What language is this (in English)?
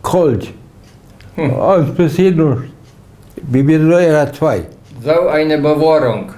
Plautdietsch